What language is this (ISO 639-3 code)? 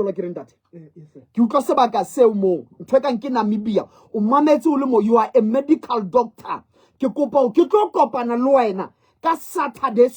sot